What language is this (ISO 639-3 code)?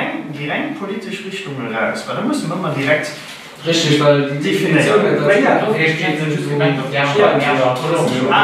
ltz